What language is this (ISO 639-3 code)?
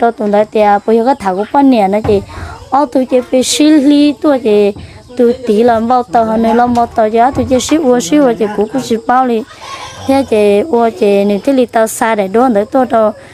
hmn